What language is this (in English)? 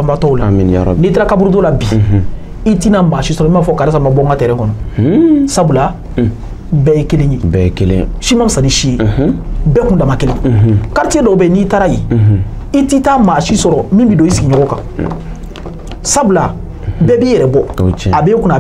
Bambara